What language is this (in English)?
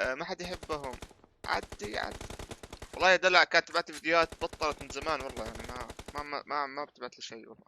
North Levantine Arabic